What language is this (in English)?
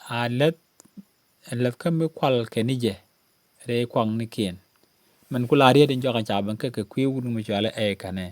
Nuer